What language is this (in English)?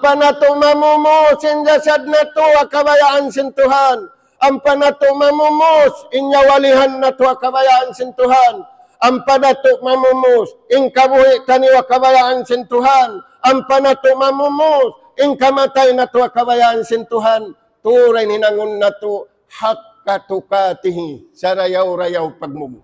Tausug